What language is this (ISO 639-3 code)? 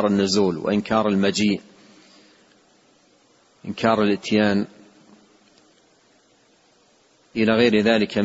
ara